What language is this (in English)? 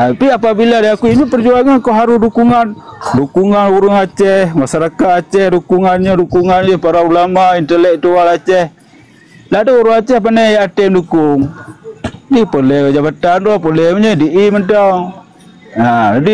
Achinese